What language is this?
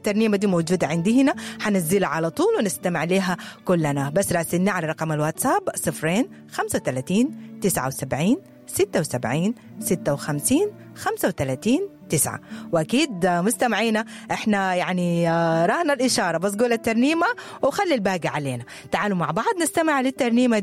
Sudanese Arabic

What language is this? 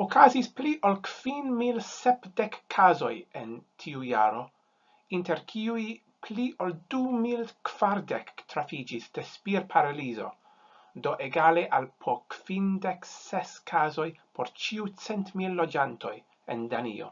Esperanto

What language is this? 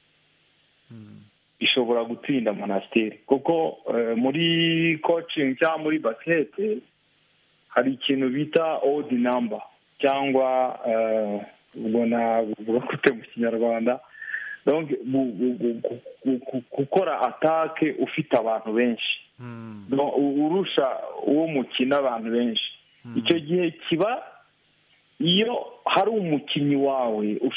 Kinyarwanda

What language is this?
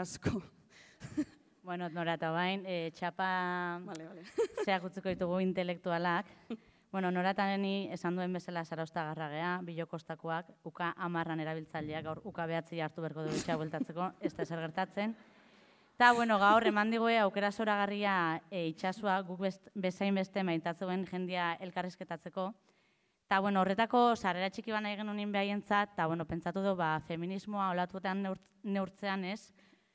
Basque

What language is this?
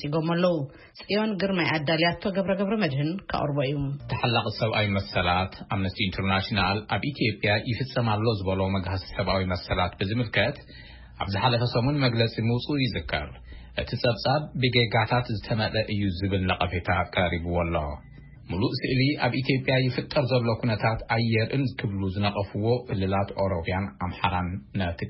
Tigrinya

